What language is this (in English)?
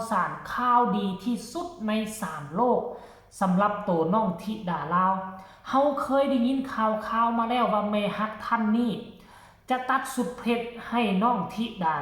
Northeastern Thai